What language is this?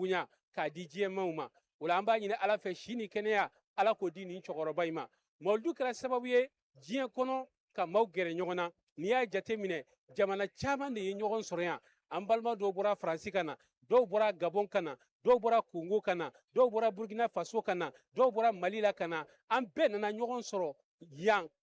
Bambara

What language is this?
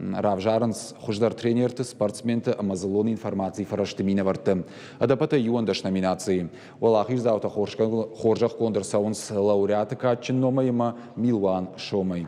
Ossetic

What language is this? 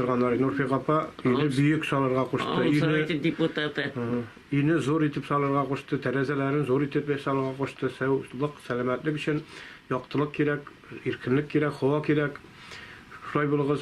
Tatar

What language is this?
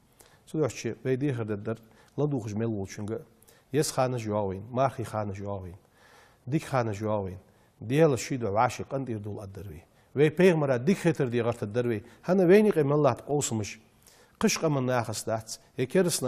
Ingush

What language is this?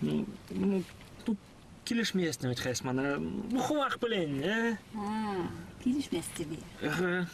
Chuvash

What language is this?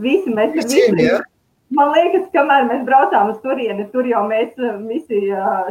Latvian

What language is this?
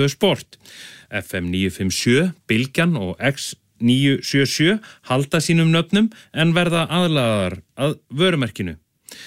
Icelandic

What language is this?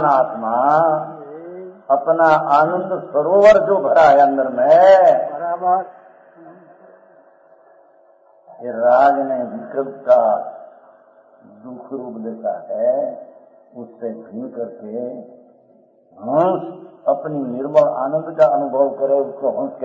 Hindi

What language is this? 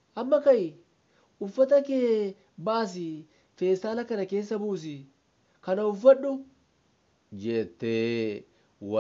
Oromo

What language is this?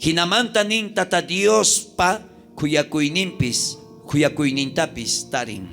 South Bolivian Quechua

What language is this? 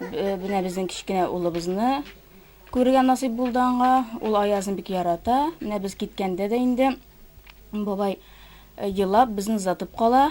Tatar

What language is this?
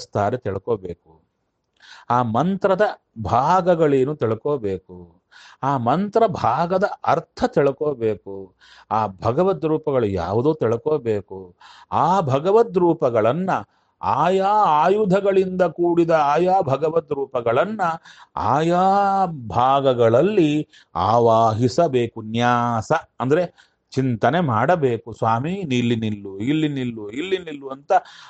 Kannada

